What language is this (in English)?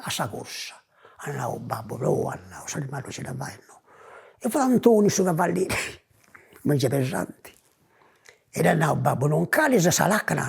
Sardinian